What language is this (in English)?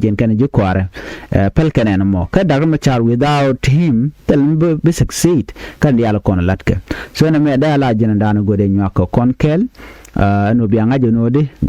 Nuer